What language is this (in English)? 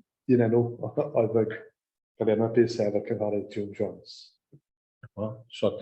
Welsh